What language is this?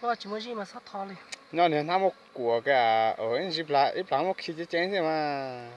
Hmong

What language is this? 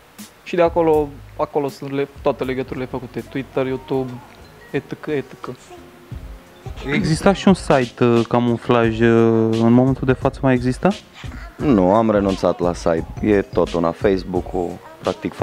Romanian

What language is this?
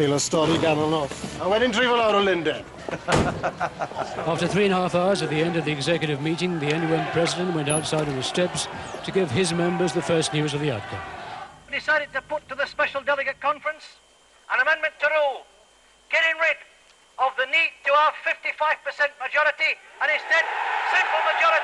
Welsh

